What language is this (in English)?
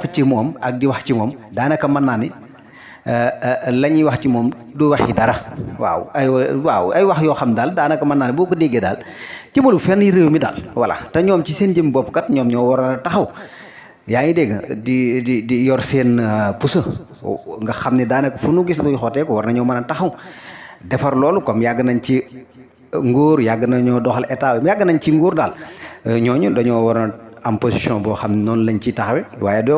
Wolof